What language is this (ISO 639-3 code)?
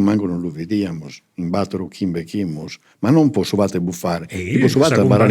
srd